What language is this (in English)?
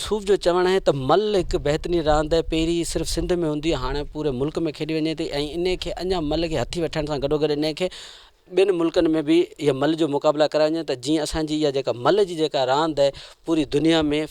Sindhi